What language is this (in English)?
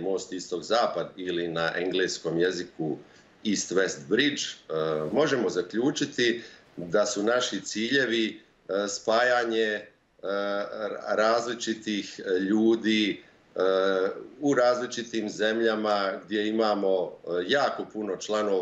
Bosnian